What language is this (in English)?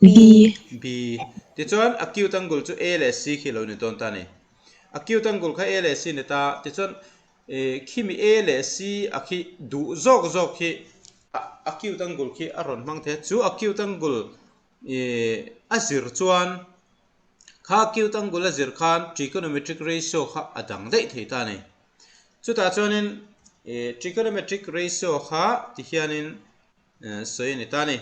Mizo